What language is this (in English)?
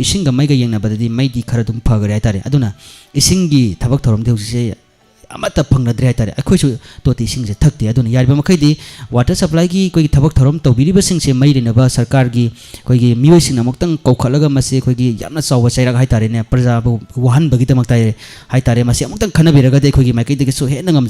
Manipuri